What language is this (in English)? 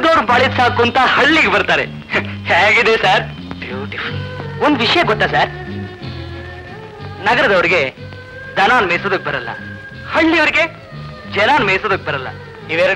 Kannada